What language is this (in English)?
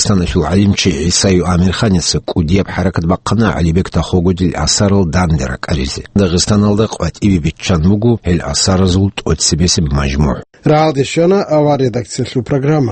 Avaric